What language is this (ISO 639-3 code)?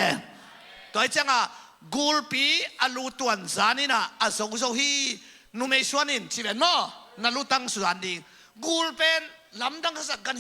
ctd